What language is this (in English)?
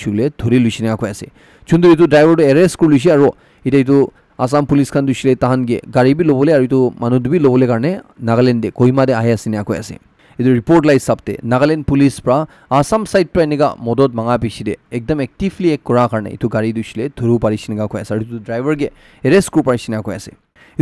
Naga Pidgin